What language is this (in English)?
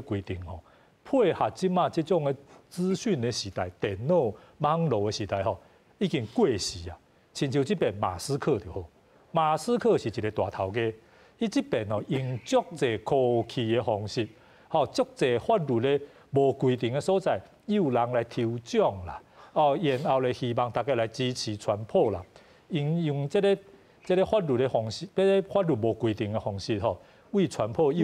Min Nan Chinese